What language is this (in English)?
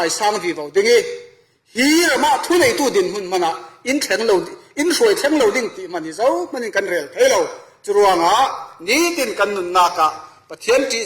Falam Chin